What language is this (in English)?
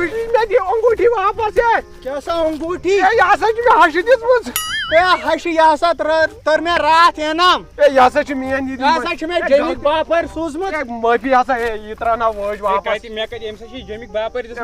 Kashmiri